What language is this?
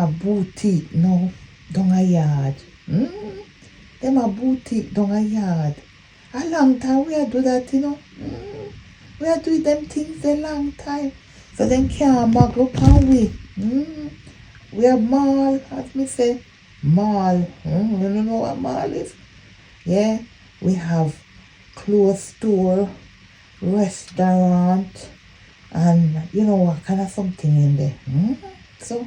Jamaican Creole English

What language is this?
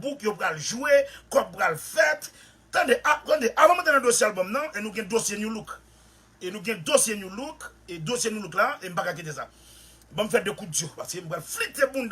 Haitian Creole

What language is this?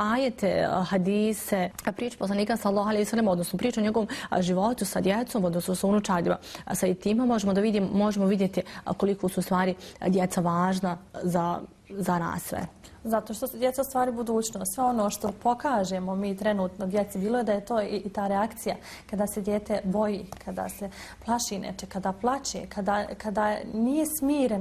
Bosnian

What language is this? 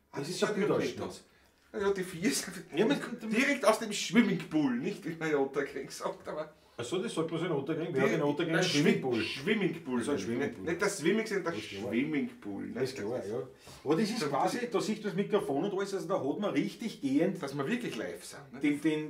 Bavarian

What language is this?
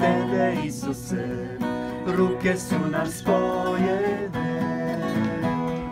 Serbian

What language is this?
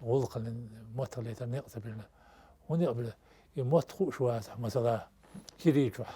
Chechen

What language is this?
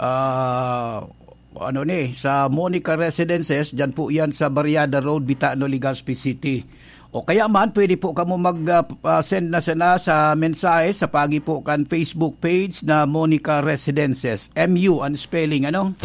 Bikol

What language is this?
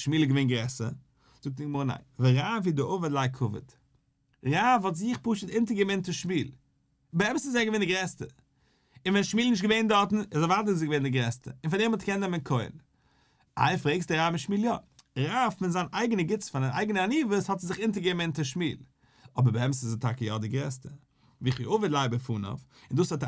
Yiddish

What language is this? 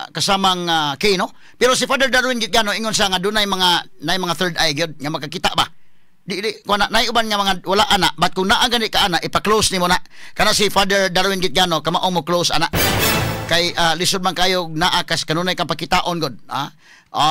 Cebuano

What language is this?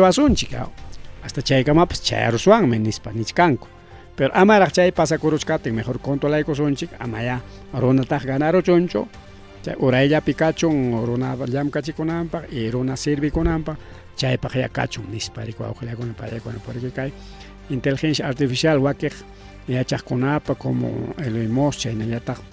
Ayacucho Quechua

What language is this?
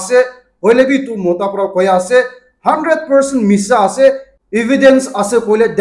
Naga Pidgin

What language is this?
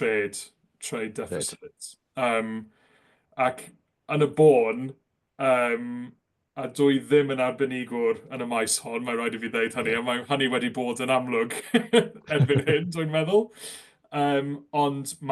Welsh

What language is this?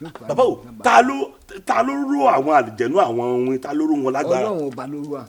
Yoruba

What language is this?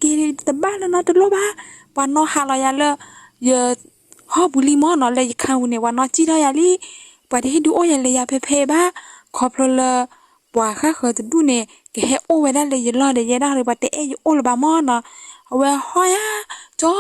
S'gaw Karen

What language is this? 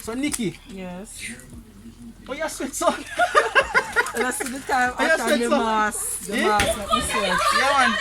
Jamaican Creole English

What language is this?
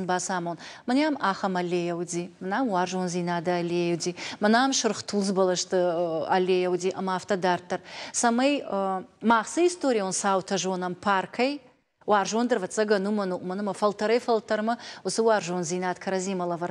Ossetic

